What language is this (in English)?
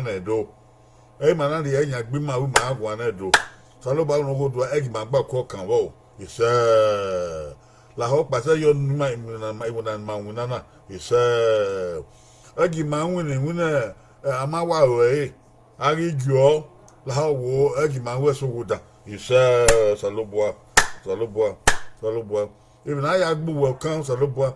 Bini